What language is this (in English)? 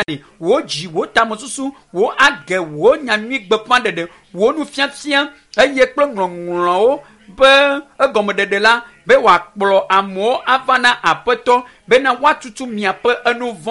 Ewe